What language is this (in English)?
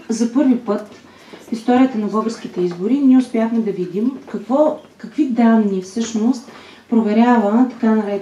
Bulgarian